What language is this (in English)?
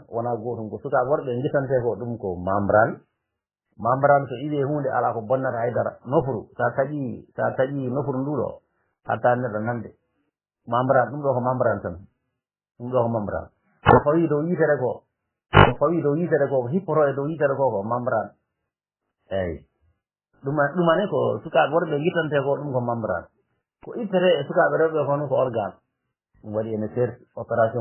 Fula